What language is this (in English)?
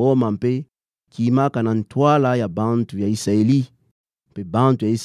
Kituba (Democratic Republic of Congo)